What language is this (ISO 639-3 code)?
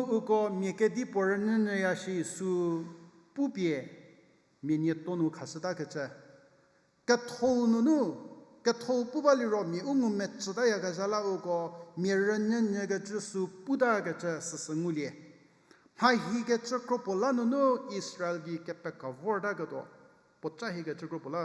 njm